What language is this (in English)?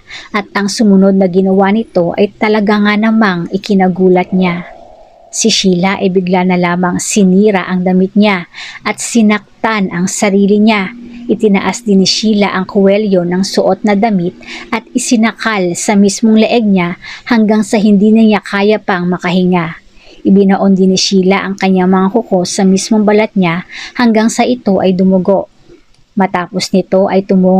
Filipino